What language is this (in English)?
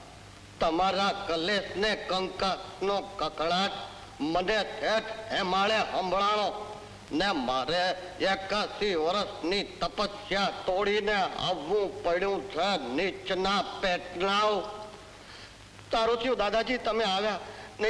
Gujarati